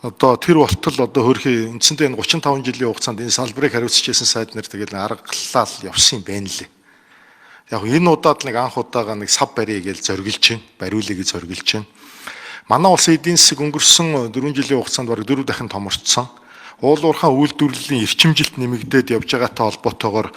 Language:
Mongolian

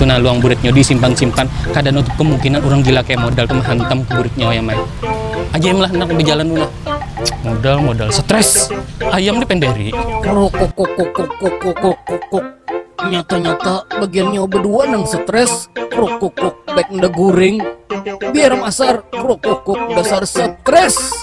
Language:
Banjar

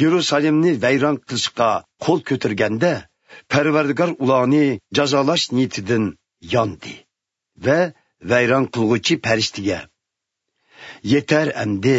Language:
Uyghur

